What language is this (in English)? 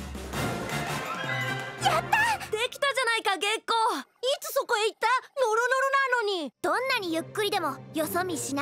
Japanese